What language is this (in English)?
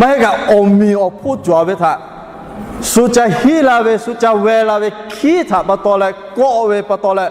Lahu